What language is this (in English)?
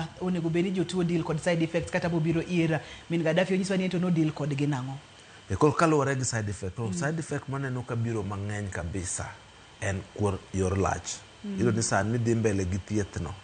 Luo (Kenya and Tanzania)